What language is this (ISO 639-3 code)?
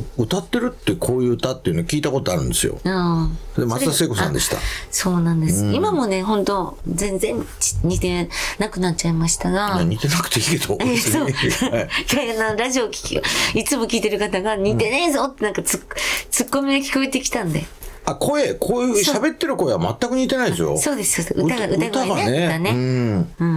jpn